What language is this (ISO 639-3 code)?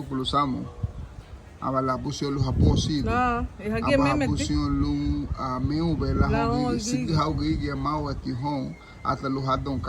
cab